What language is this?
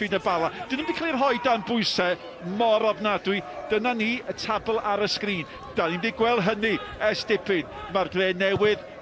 Welsh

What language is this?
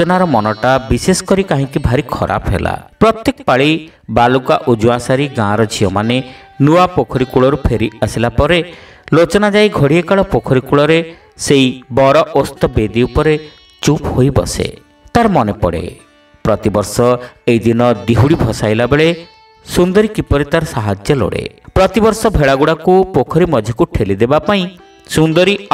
Odia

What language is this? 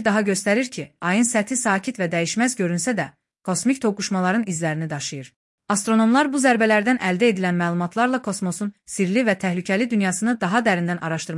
Azerbaijani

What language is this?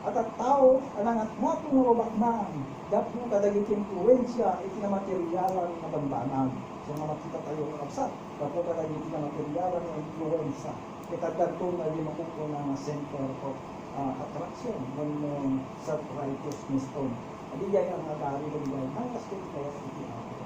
Iloko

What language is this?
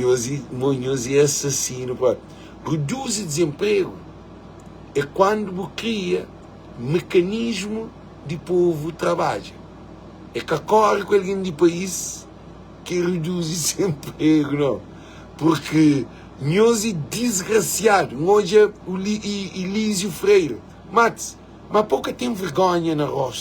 Kabuverdianu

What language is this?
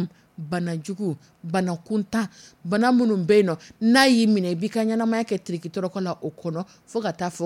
Dyula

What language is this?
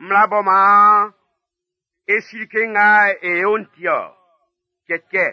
Baoulé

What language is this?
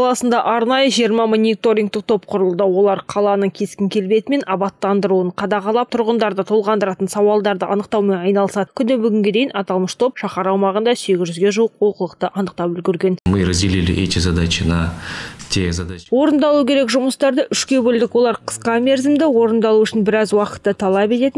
Kazakh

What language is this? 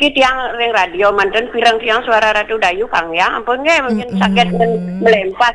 Balinese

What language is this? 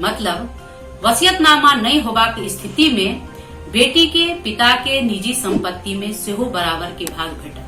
Maithili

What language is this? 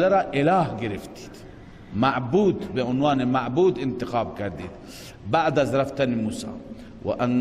Persian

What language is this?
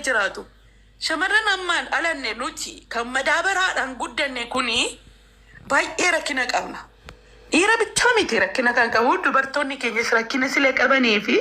Oromo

